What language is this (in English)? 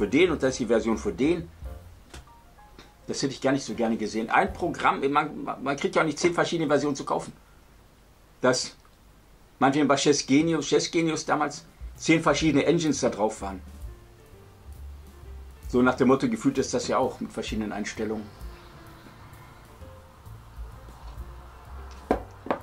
German